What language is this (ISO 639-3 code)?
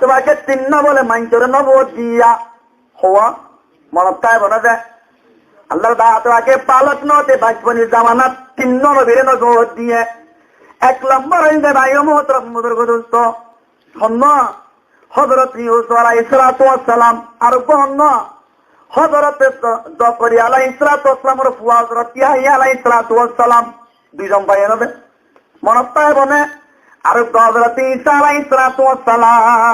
rhg